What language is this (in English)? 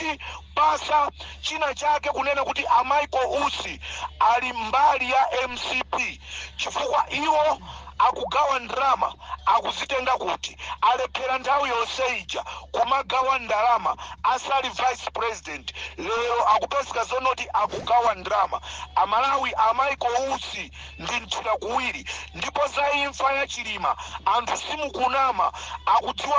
Nyanja